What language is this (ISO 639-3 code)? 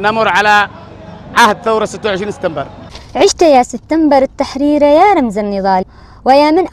ara